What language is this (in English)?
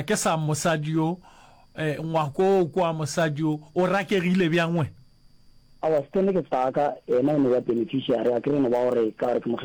Northern Sotho